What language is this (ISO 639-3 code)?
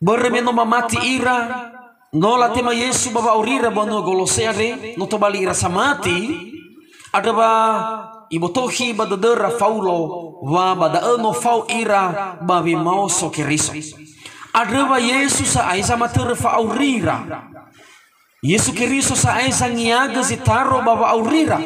nia